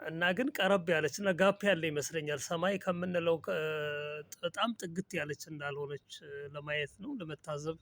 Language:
Amharic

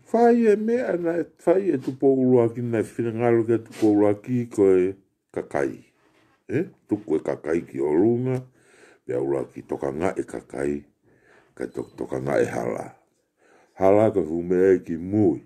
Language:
Tongan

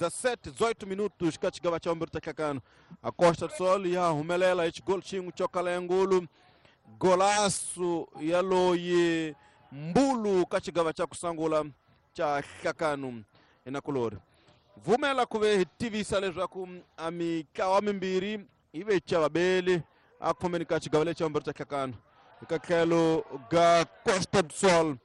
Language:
Tsonga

